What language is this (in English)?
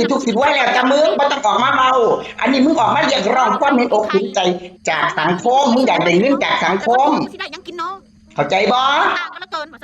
Northeastern Thai